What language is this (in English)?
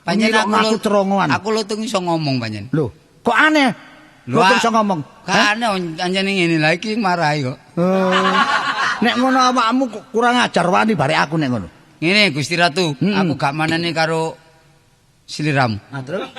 Javanese